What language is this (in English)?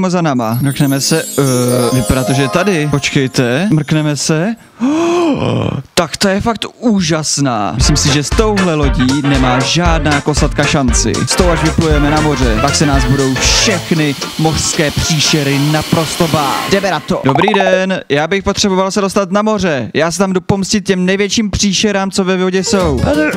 Czech